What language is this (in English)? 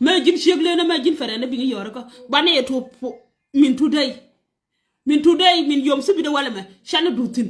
Nuer